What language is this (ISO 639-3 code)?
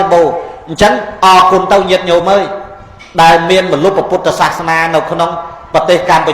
khm